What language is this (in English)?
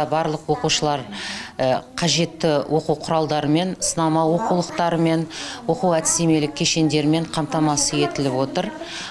Kazakh